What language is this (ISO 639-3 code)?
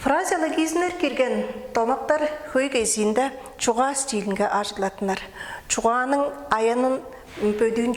tyv